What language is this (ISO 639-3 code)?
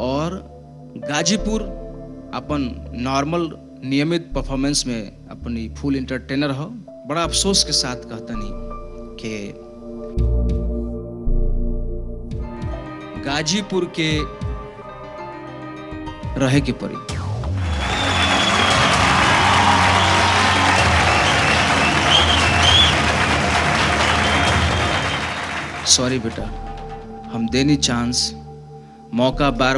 bho